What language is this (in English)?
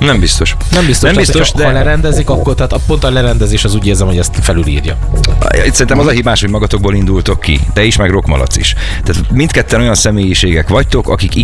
Hungarian